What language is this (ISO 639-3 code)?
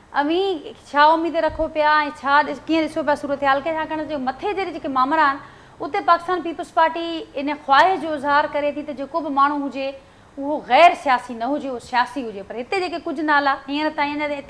snd